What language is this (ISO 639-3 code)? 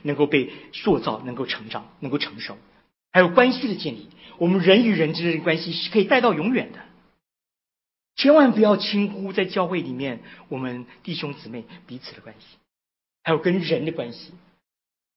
zho